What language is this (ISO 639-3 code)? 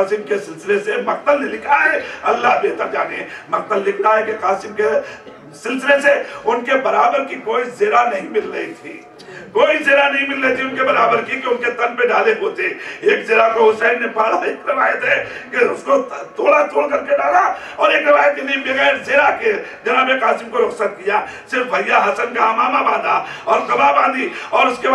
urd